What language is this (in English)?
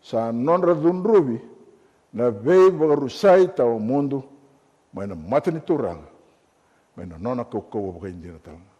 Fijian